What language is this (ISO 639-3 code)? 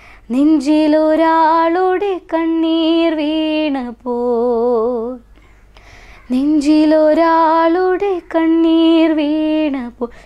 mal